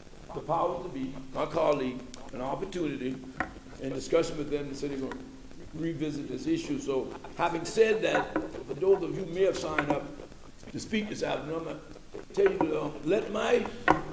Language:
English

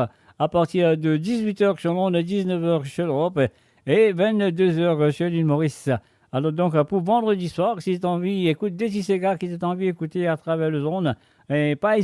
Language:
Morisyen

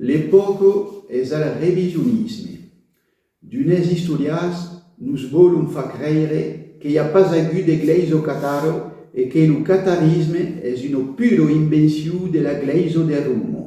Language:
Occitan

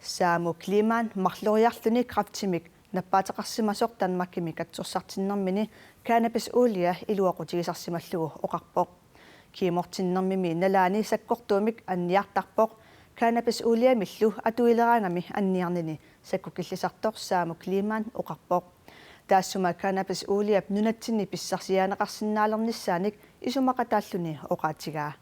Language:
Kalaallisut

